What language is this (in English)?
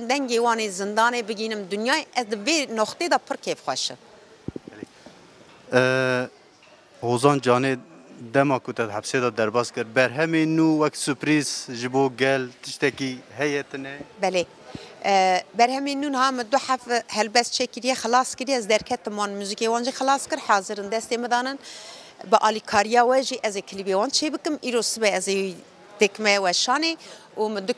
Kurdish